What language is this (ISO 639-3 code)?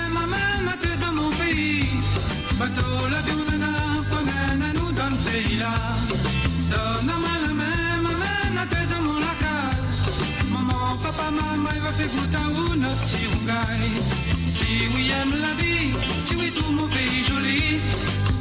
mfe